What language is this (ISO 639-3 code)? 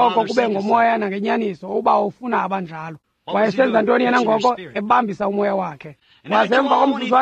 xho